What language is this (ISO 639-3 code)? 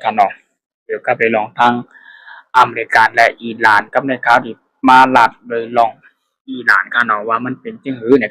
shn